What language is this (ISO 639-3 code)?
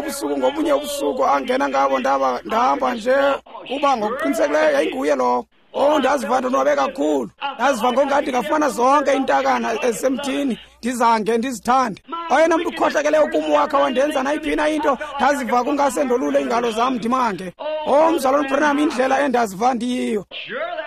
xho